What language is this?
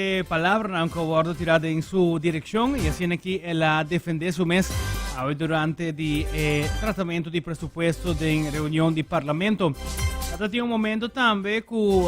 Papiamento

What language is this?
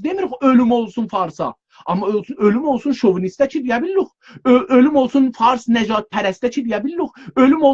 South Azerbaijani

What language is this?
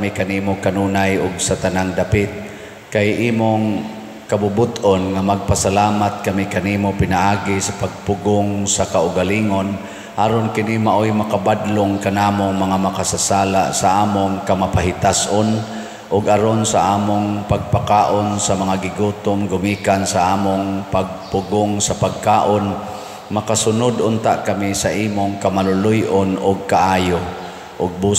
Cebuano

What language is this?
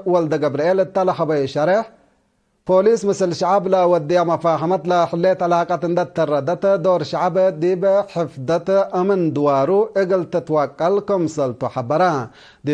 Tigre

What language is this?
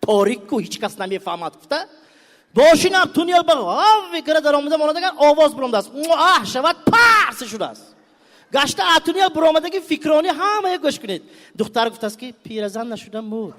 Tajik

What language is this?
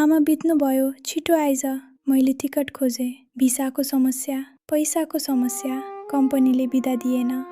Nepali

